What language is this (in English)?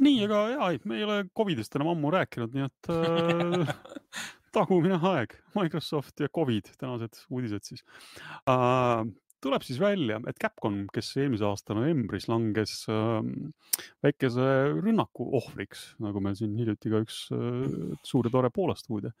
Estonian